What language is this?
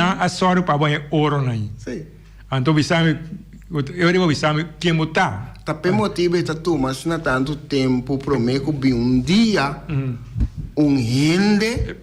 Papiamento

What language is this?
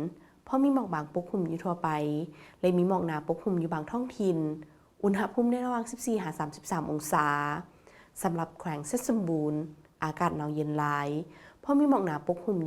Lao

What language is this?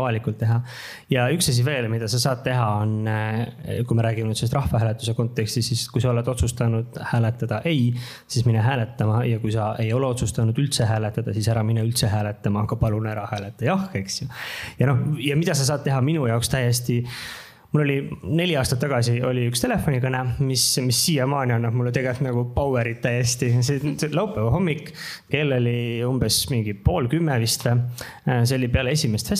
Estonian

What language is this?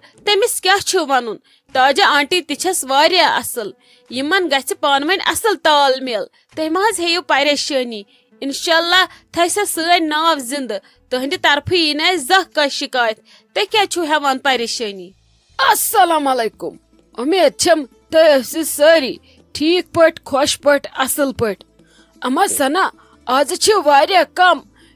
Kashmiri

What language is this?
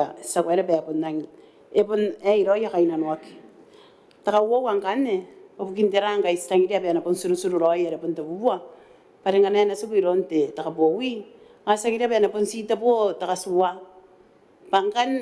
Gilbertese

